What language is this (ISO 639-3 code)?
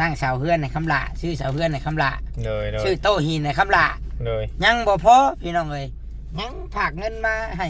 tts